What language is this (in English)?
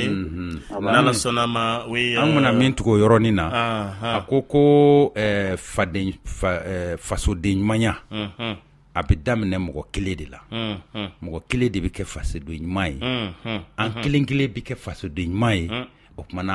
Bambara